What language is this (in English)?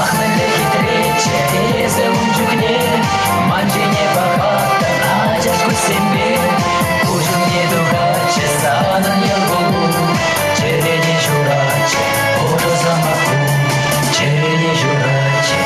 Chuvash